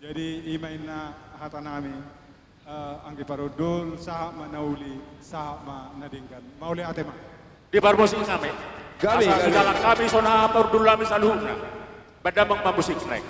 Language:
Batak Toba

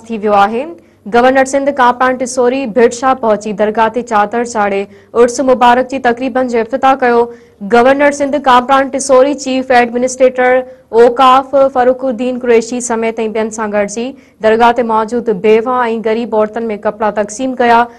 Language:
Sindhi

